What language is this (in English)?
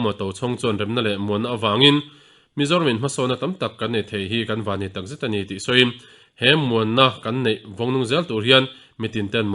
Mizo